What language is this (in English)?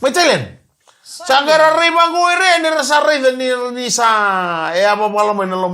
Fijian